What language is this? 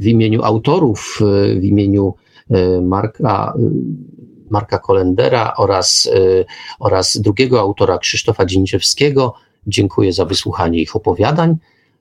Polish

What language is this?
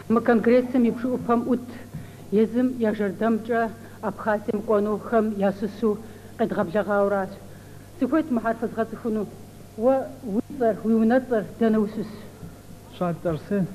Kabardian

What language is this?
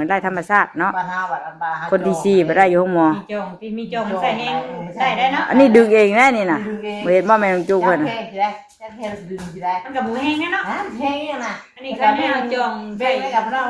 Northeastern Thai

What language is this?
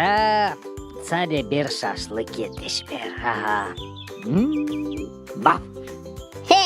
Gagauz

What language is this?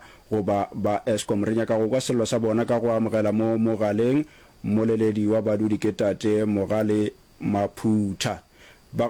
Northern Sotho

